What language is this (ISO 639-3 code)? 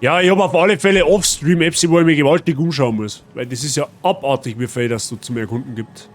bar